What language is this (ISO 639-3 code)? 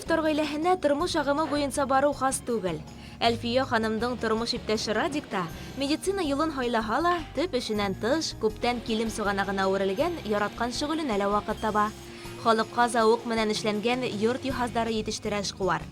bak